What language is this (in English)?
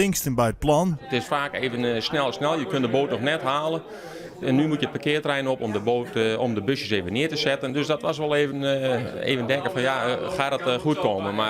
Western Frisian